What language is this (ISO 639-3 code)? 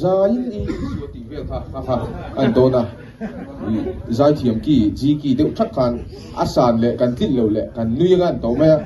lus